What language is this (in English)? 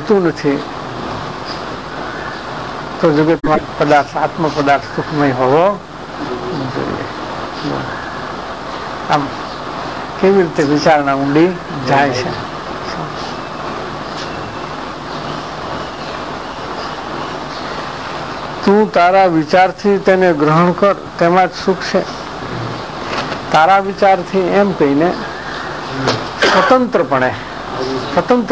Gujarati